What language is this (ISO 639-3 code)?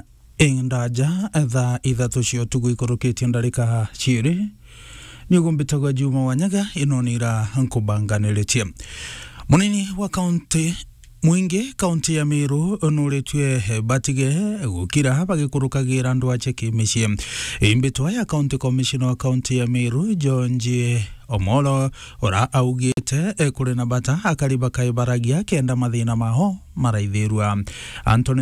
mer